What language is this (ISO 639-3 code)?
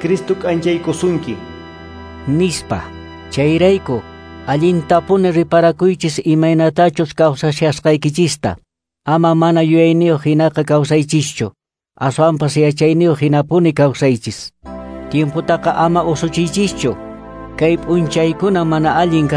que